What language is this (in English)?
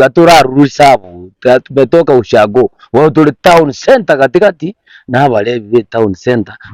Gusii